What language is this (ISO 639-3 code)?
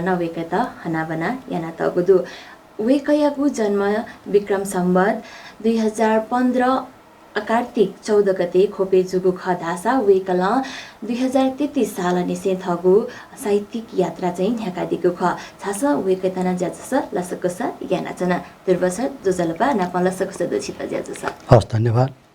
new